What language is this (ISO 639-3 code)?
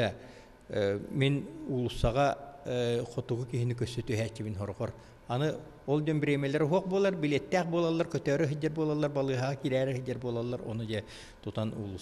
sah